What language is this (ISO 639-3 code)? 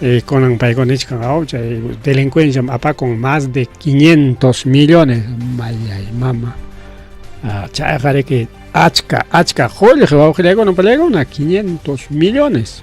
quy